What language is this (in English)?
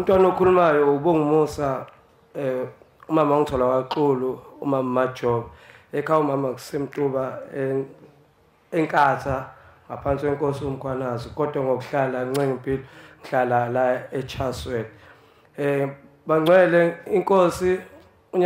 Zulu